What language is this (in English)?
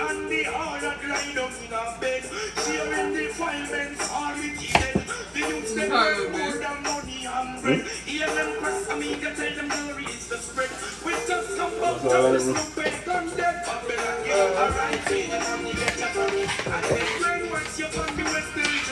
Jamaican Creole English